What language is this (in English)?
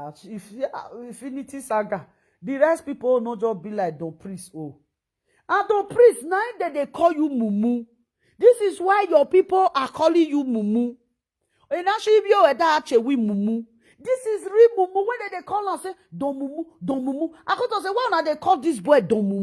Nigerian Pidgin